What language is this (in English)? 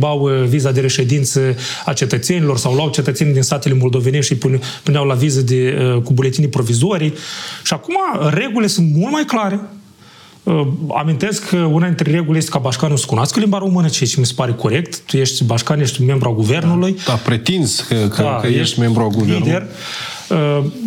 Romanian